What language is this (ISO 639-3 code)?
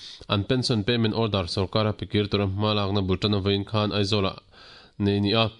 lus